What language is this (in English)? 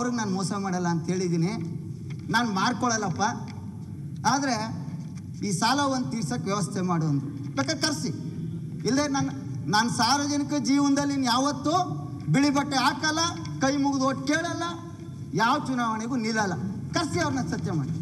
Kannada